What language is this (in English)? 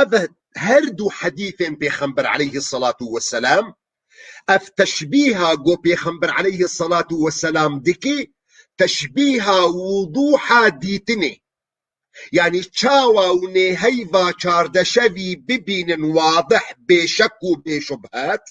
Kurdish